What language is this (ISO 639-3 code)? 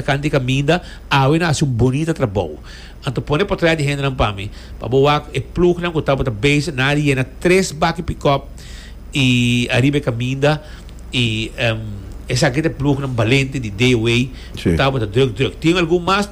pap